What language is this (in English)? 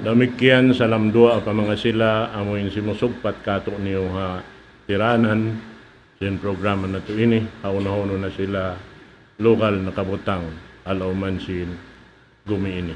Tausug